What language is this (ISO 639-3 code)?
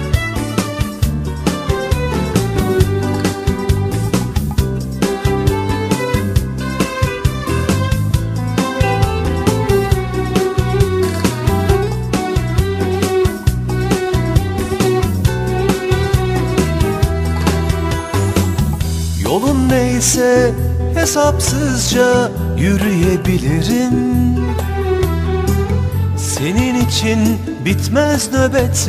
tur